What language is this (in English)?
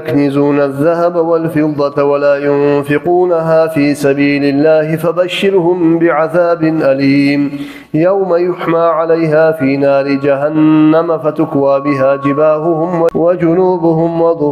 Kumyk